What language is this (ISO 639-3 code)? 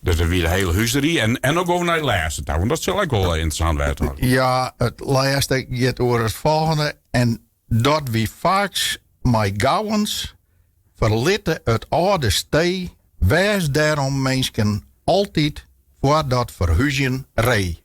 fry